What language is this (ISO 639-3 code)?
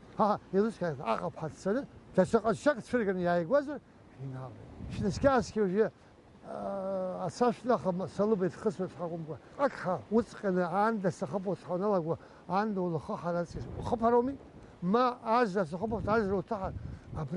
abk